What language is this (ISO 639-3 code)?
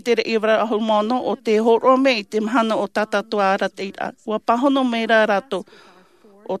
tah